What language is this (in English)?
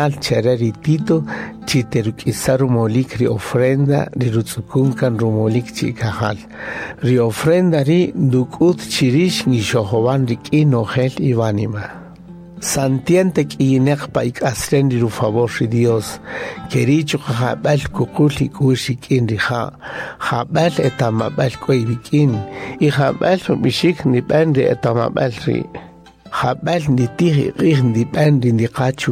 Kaqchikel